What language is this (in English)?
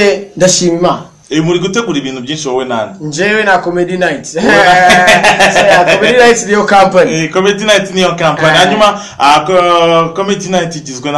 Kinyarwanda